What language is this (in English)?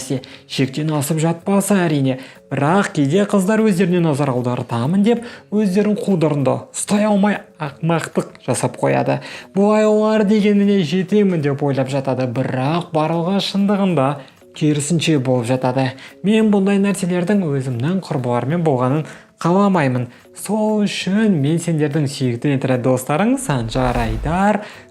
Kazakh